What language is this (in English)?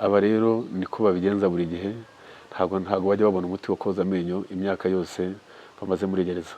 Kinyarwanda